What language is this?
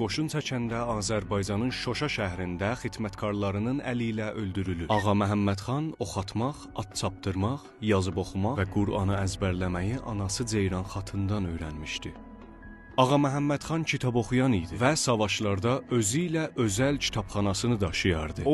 South Azerbaijani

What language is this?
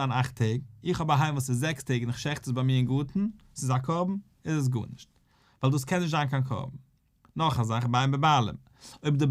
Yiddish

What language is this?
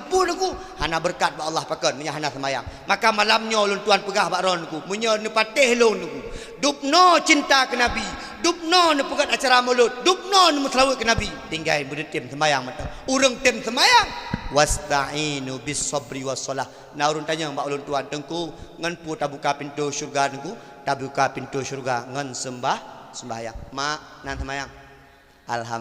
Achinese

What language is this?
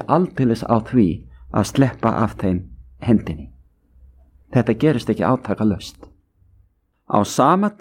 Icelandic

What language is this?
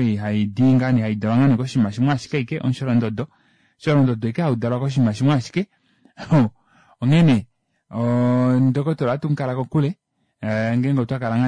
Kuanyama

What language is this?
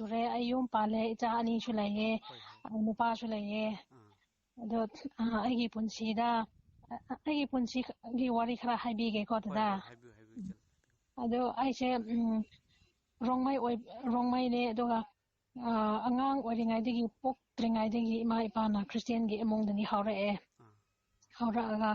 Manipuri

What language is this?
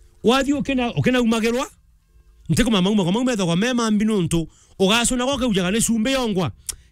Meru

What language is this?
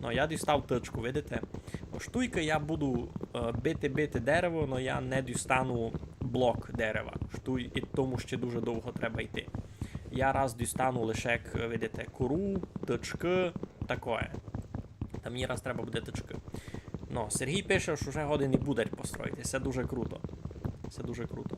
Rusyn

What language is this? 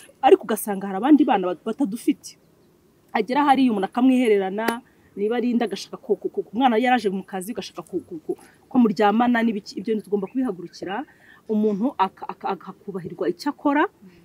Kinyarwanda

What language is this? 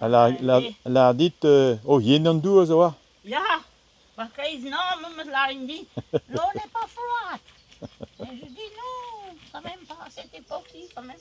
Breton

